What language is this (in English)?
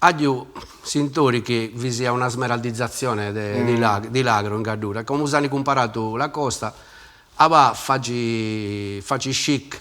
Sardinian